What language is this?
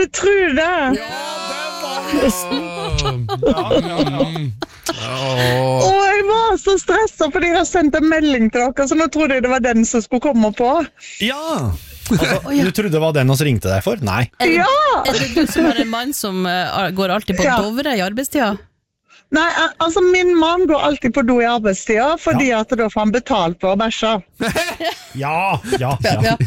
Norwegian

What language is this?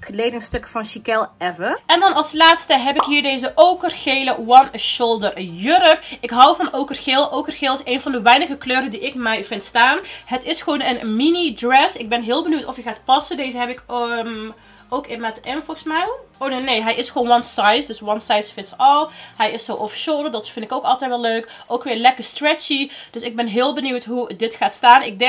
Dutch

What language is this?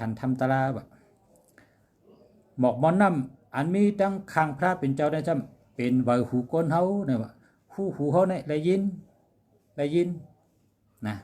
Shan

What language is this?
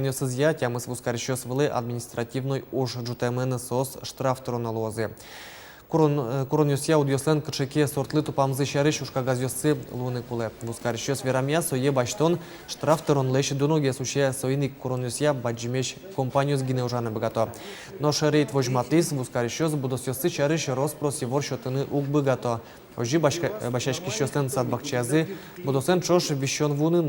Udmurt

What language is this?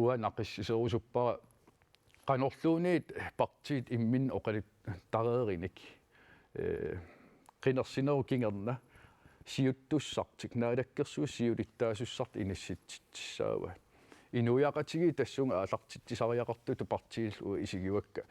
Kalaallisut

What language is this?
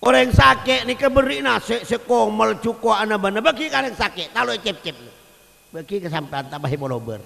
Madurese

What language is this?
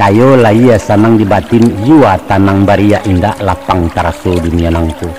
Minangkabau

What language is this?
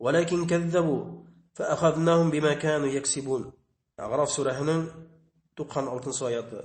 Bashkir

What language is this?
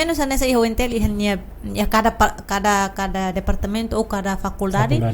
Tetum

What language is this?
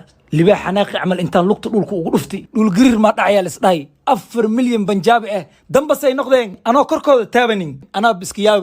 Somali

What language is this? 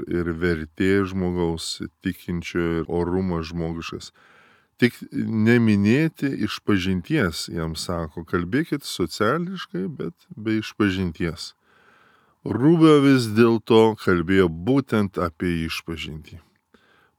Lithuanian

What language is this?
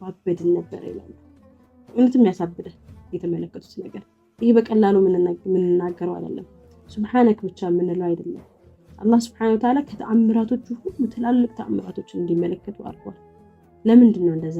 Amharic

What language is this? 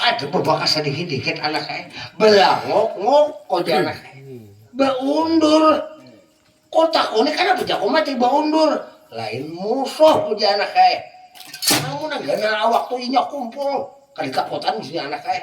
Banjar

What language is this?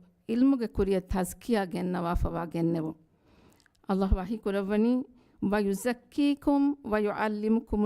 Divehi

